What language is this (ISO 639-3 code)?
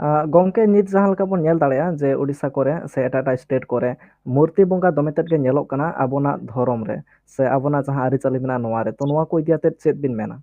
sat